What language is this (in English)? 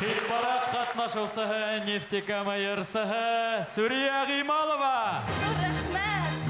Bashkir